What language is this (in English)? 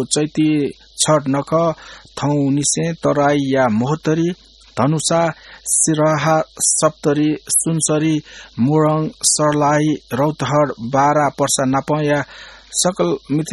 Newari